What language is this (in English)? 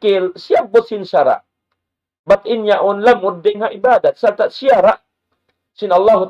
Tausug